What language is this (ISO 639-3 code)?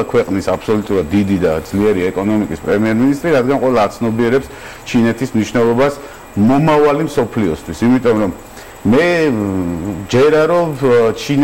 kat